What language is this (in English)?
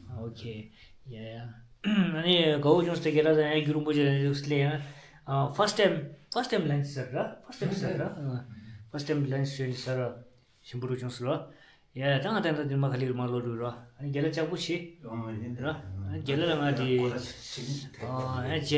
Tibetan